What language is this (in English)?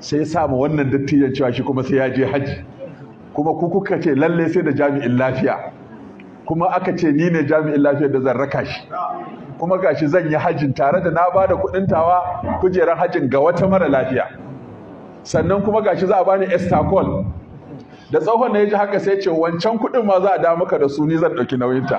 Hausa